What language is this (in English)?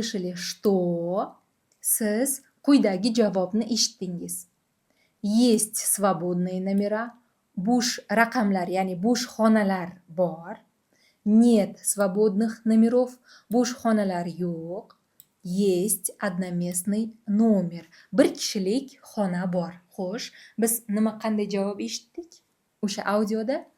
Uzbek